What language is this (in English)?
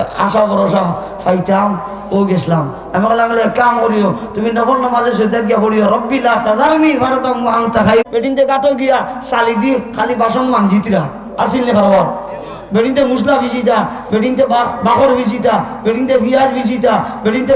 Sylheti